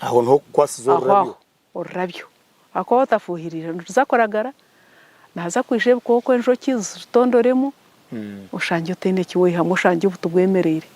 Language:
Nyankole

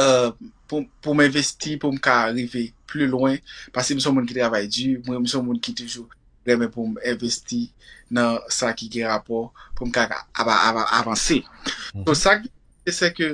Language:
Haitian Creole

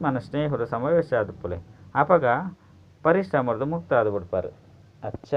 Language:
Tulu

